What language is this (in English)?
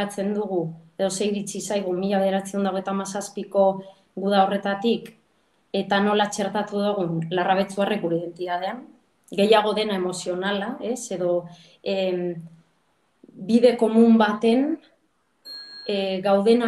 Basque